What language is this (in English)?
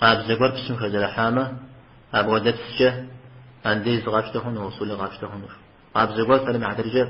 Kabardian